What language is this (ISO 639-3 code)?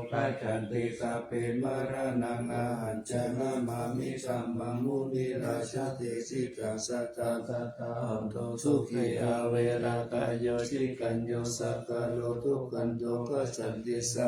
pli